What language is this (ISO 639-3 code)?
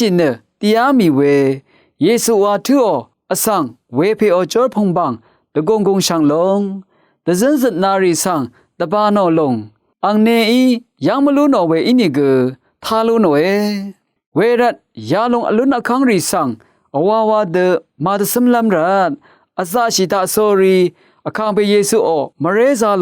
raw